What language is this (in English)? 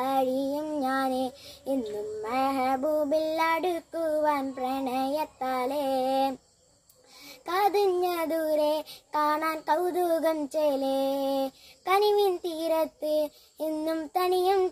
Malayalam